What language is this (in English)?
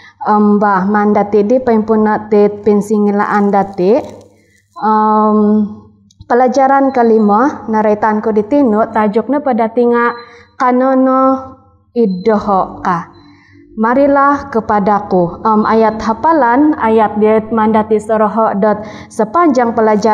Central Dusun